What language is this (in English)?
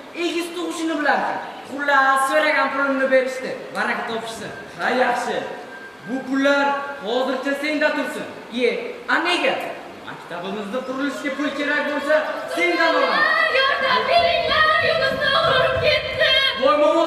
Uzbek